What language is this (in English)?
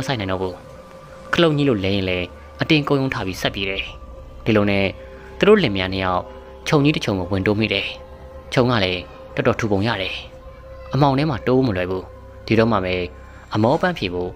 Burmese